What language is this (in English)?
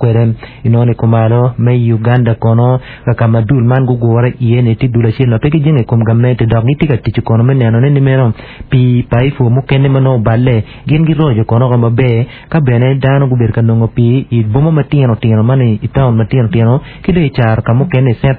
Acoli